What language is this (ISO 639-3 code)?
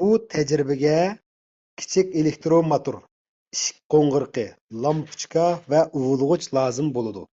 uig